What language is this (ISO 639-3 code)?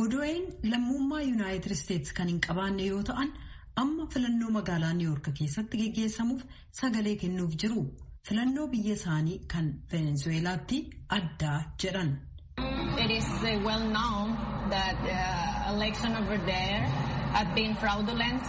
orm